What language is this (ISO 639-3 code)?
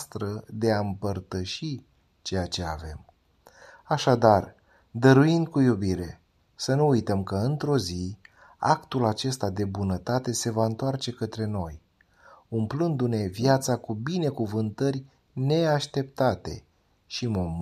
ron